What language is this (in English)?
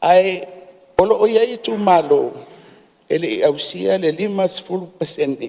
Samoan